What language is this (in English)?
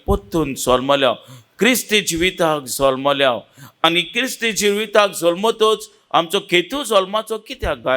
Konkani